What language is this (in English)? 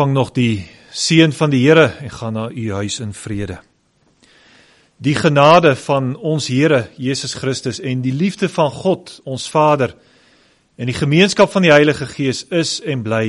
Afrikaans